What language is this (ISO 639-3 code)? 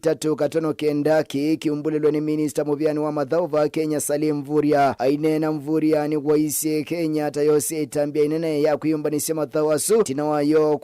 kam